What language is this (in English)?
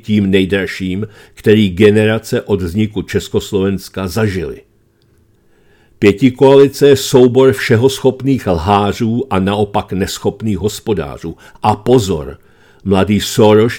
Czech